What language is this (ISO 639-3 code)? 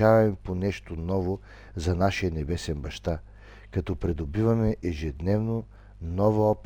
bul